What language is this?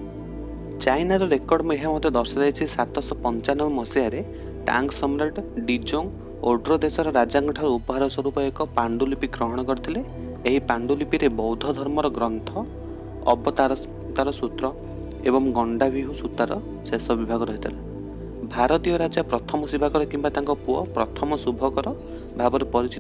Odia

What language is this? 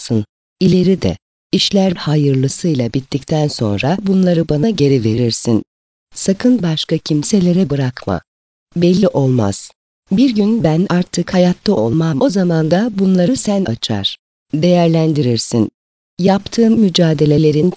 Turkish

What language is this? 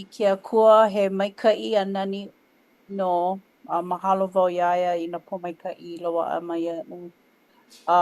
Hawaiian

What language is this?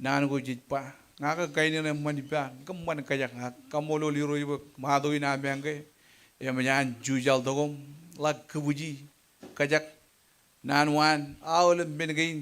Marshallese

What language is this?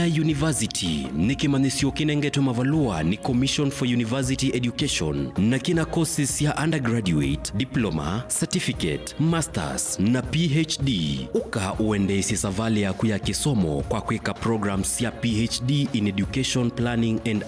Kamba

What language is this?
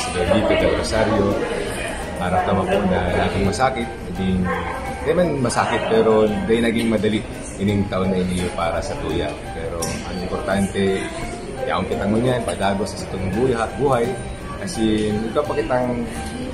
Bikol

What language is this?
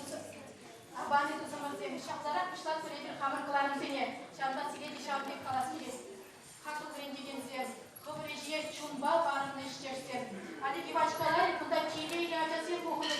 Chuvash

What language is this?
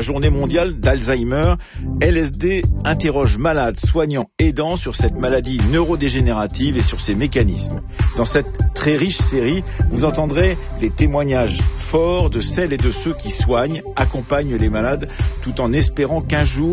French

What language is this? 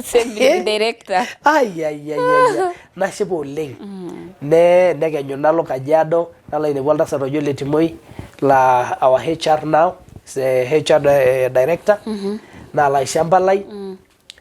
Masai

